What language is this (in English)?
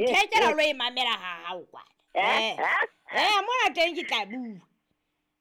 Southern Sotho